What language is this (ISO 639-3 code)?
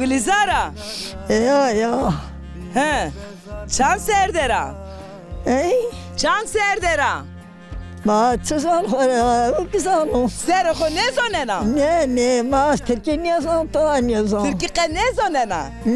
zza